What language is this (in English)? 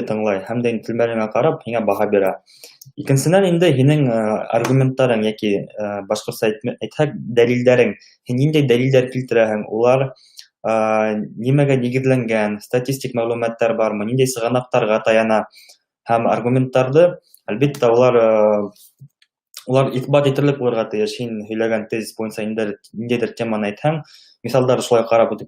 Bashkir